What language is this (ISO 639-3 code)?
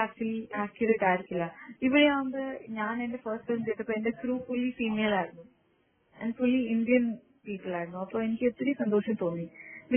mal